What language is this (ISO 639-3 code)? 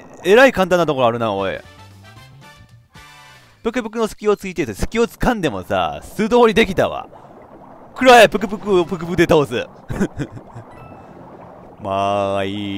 jpn